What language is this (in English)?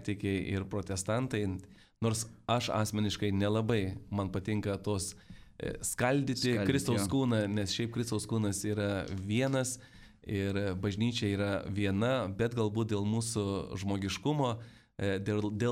Lithuanian